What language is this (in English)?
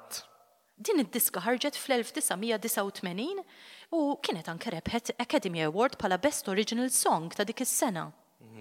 Maltese